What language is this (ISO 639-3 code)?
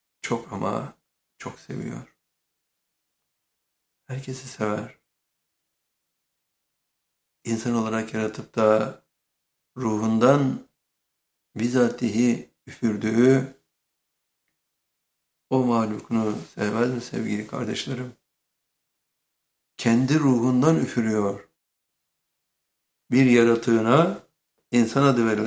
tur